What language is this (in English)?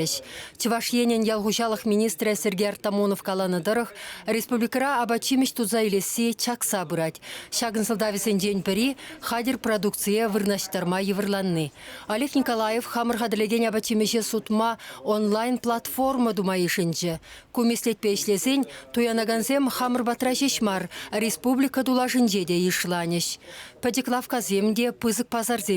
Chuvash